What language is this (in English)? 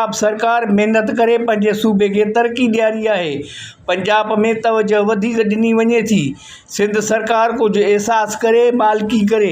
Sindhi